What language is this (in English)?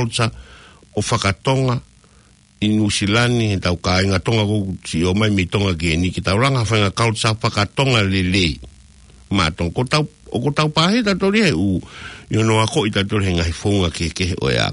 Tongan